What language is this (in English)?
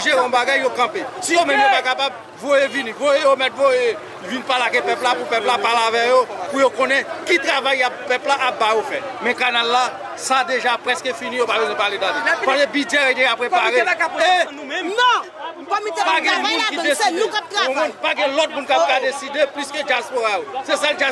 Haitian Creole